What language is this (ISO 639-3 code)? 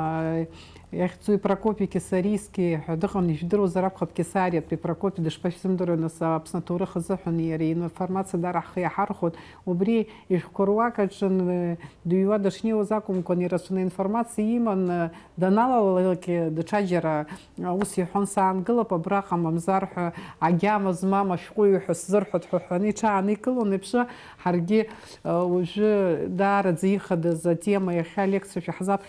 abk